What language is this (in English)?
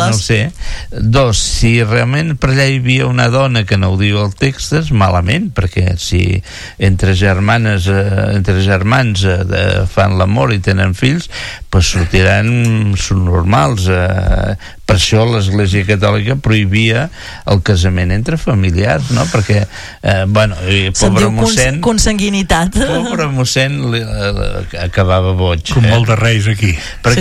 Catalan